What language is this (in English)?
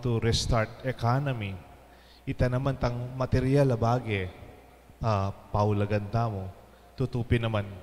Pampanga